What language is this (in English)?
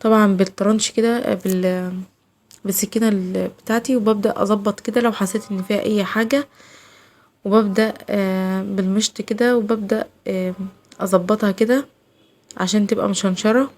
Egyptian Arabic